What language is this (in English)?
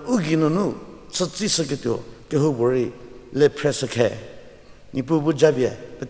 Angami Naga